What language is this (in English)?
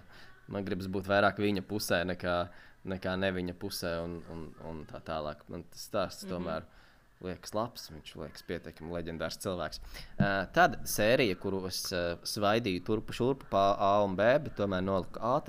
Latvian